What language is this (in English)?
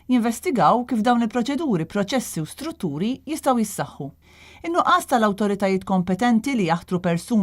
Maltese